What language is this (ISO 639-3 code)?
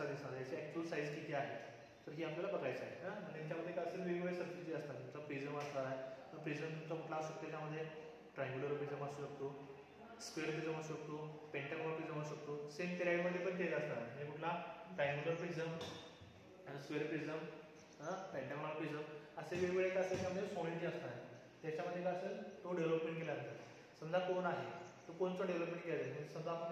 mar